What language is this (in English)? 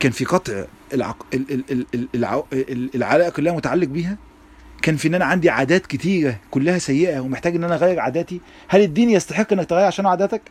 Egyptian Arabic